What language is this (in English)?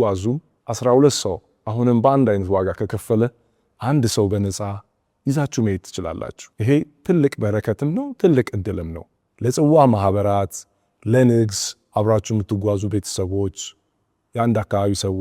Amharic